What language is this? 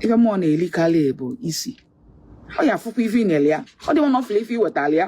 Igbo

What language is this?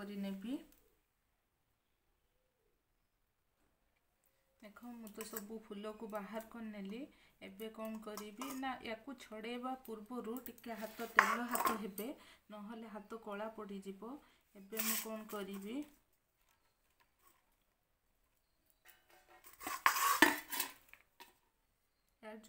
Odia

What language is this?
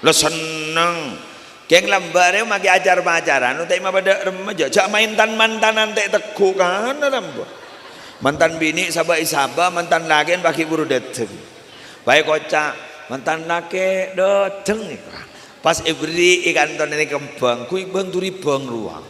Madurese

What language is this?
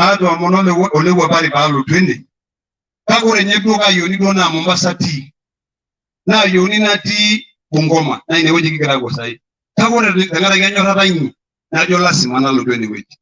Masai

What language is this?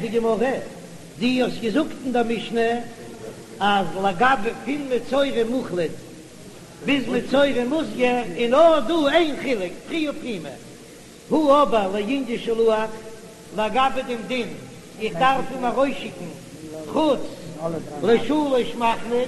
Yiddish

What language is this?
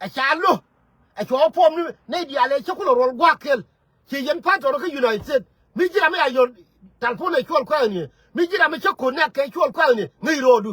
Nuer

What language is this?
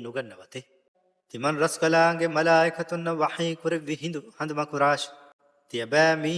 Divehi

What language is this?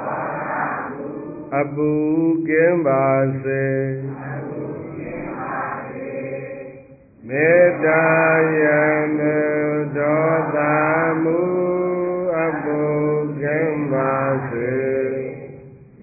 Burmese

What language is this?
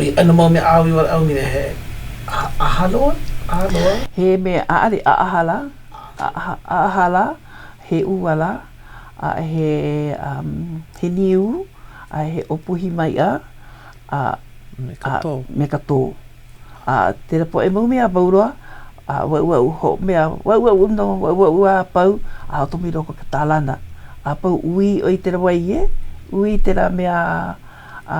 Hawaiian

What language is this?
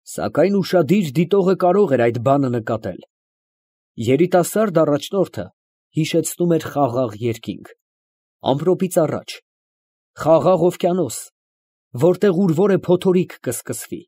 Armenian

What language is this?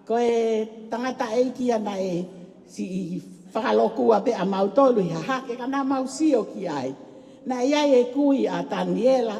Tongan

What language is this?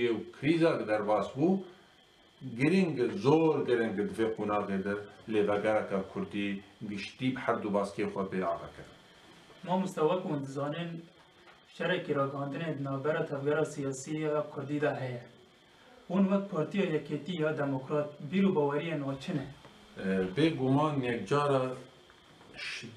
Kurdish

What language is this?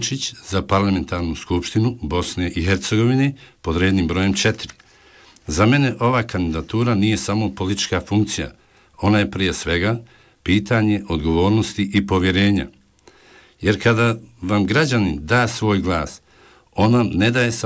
Bosnian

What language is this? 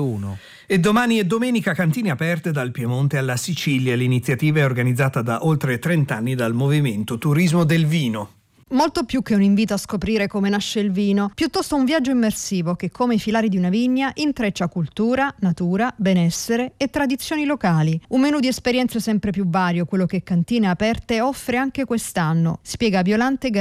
Italian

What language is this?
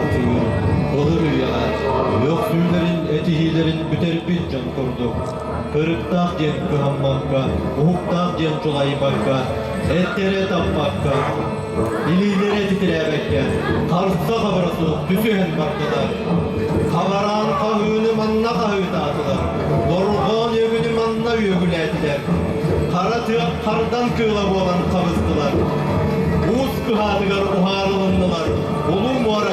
Yakut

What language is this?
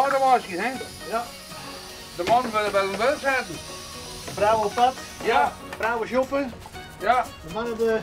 Western Frisian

